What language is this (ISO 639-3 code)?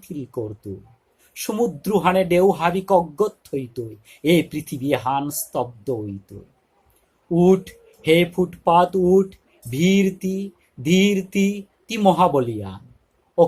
bpy